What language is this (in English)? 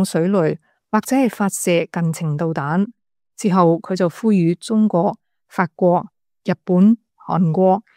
Cantonese